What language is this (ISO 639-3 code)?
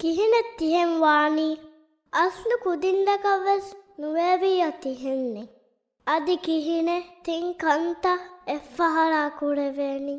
div